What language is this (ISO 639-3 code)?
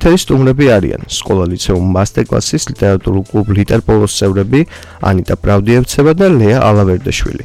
kat